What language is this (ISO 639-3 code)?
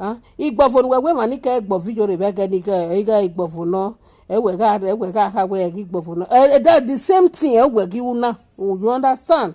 pcm